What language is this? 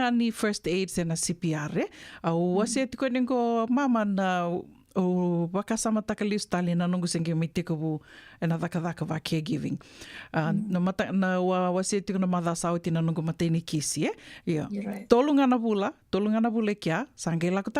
Fijian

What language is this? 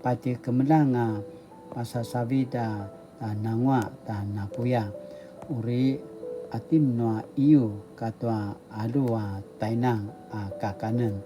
Paiwan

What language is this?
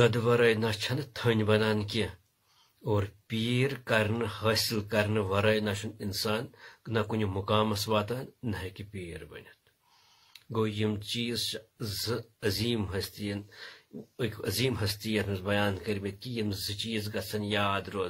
Kashmiri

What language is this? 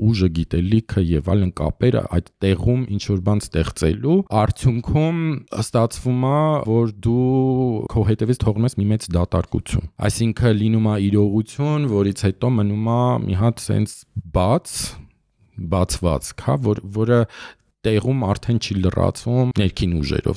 Armenian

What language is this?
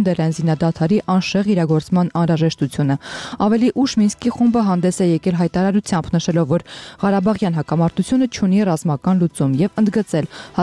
Armenian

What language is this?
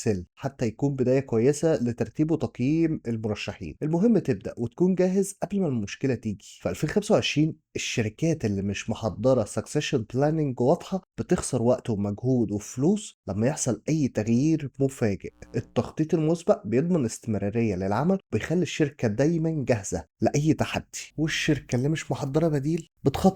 Egyptian Arabic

